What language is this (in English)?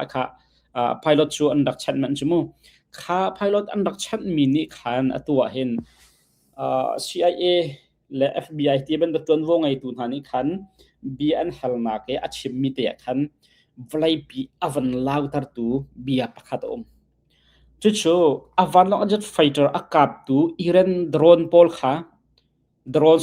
Hakha Chin